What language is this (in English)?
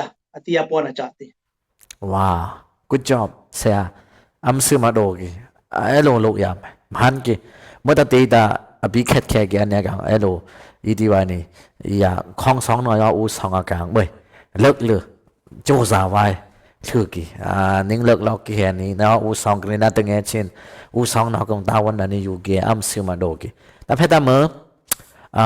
Dimasa